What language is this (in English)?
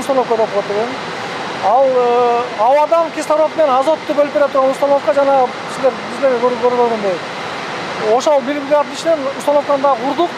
Kyrgyz